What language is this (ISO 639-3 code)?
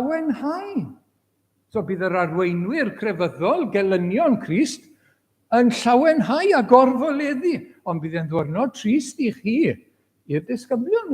cym